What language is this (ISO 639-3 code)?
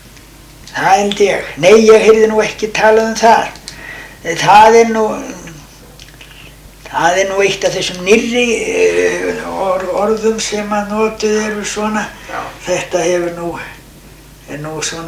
isl